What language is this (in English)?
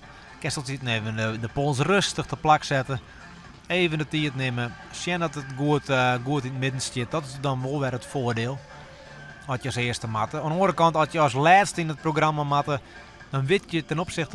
Western Frisian